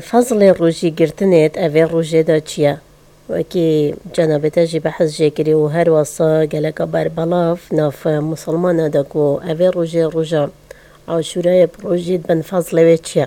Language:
Kurdish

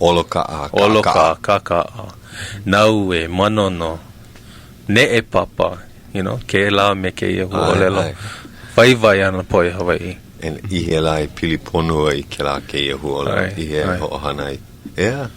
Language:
Hawaiian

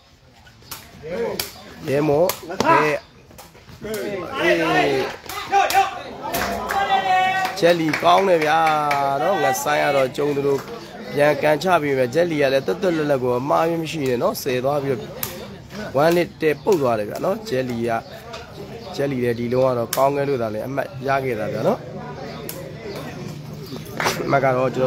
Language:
Burmese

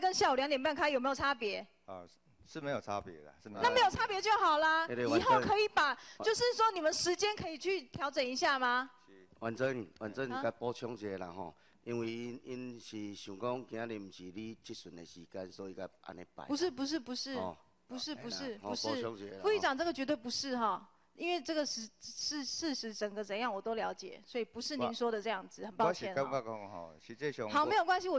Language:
Chinese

